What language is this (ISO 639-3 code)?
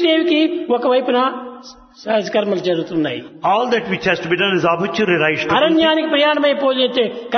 tel